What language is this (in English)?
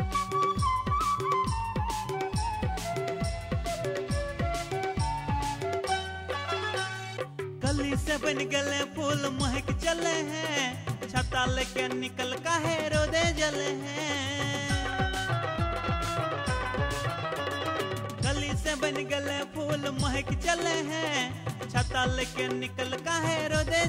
Bhojpuri